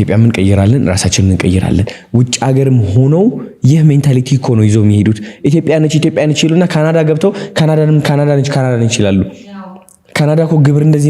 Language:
Amharic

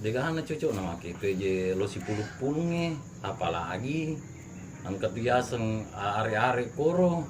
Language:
Buginese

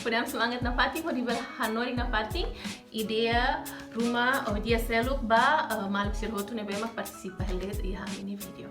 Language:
Tetum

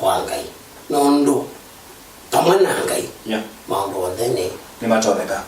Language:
Kamba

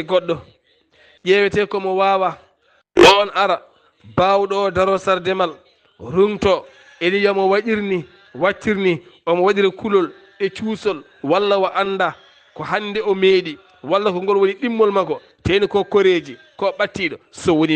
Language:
Fula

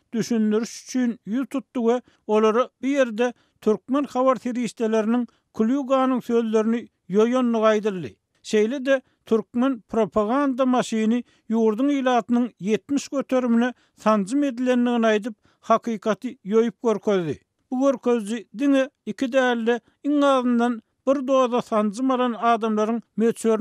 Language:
Turkmen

